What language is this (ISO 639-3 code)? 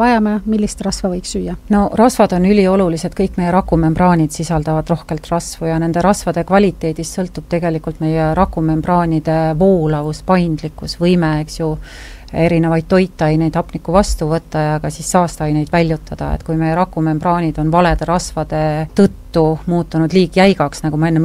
est